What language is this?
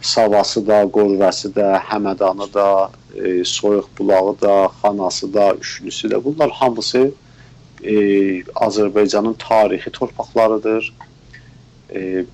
South Azerbaijani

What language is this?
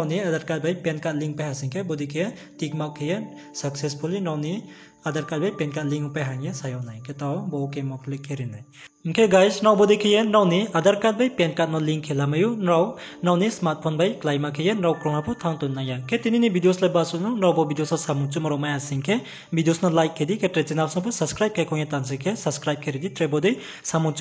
Riang (India)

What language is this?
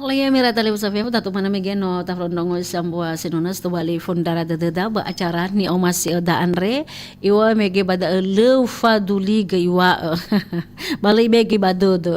Nias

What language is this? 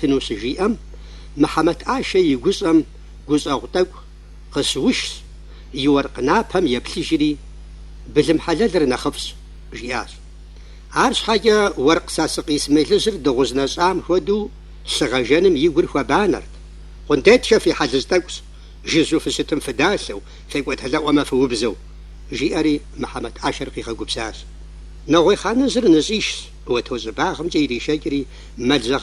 Kabardian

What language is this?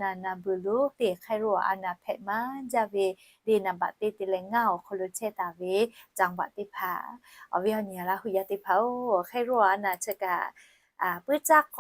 Lahu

